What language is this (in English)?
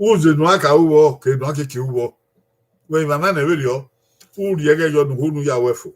Bini